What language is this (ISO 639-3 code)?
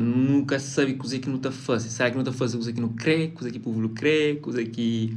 kea